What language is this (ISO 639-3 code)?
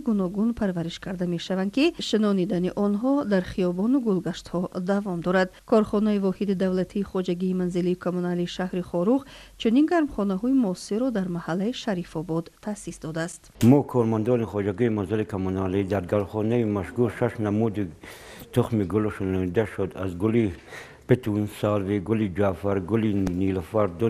tgk